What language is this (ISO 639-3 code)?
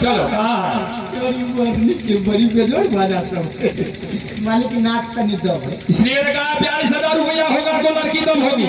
mai